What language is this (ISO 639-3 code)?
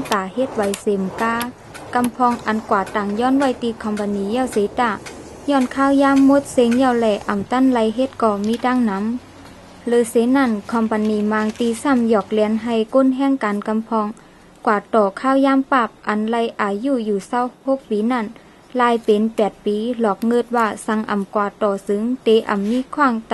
shn